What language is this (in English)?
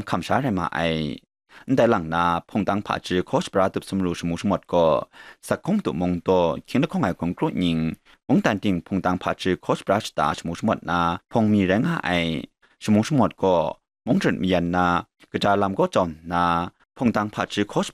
Kachin